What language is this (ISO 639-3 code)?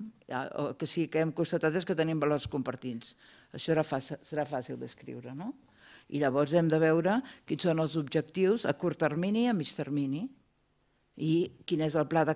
cat